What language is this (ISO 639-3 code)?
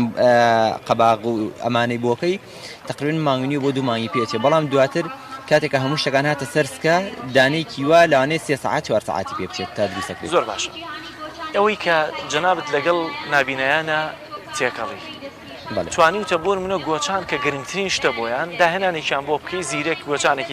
ckb